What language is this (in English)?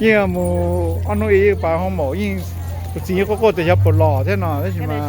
Hmong